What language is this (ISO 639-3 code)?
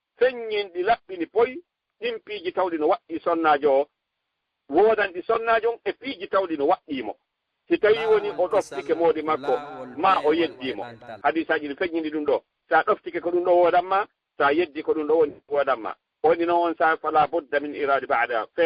ful